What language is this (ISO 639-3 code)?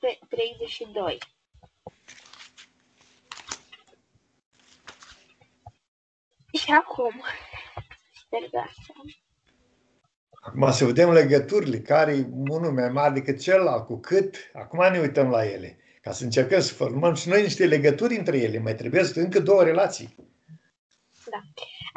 ron